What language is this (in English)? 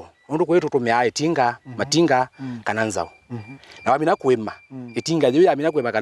Kamba